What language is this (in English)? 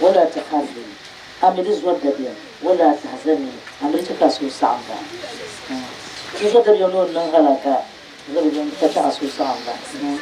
Dagbani